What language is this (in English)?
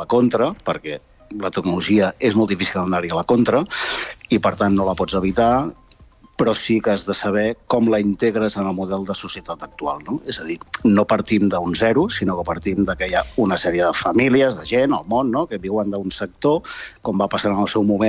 Catalan